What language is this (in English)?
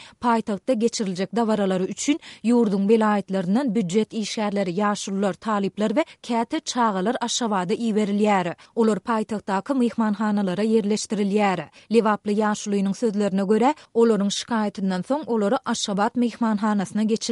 Turkmen